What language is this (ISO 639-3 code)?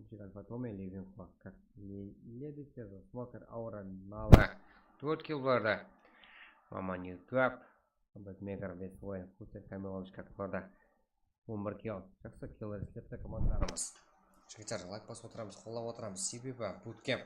kaa